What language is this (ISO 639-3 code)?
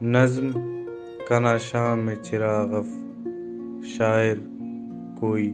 brh